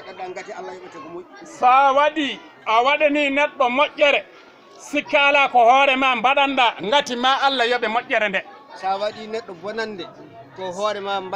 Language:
Fula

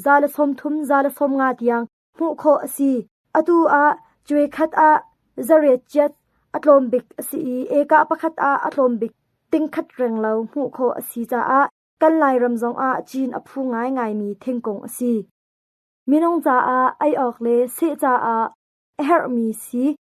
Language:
Hakha Chin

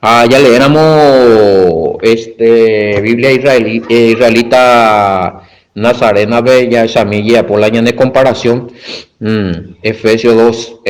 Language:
Guarani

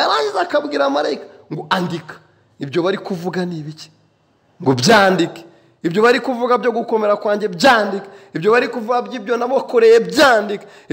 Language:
Kinyarwanda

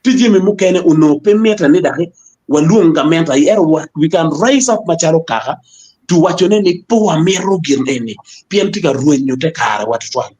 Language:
Acoli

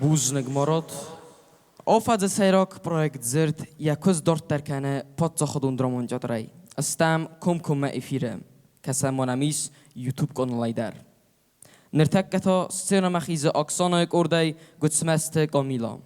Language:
Ossetic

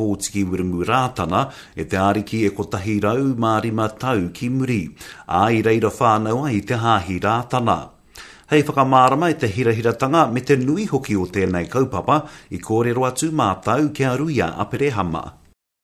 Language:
Māori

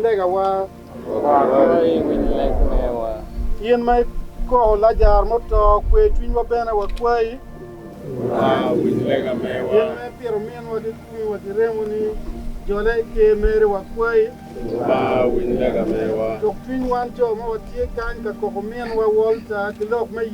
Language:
Acoli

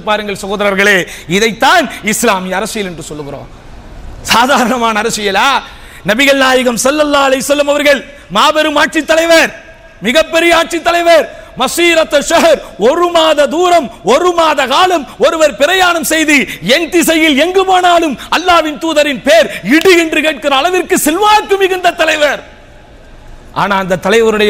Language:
Tamil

